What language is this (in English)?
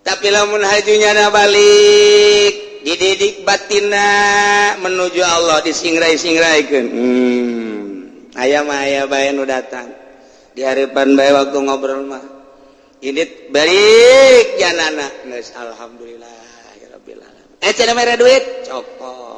Sundanese